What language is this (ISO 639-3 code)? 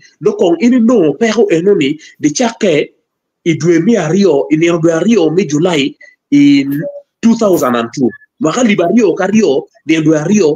ach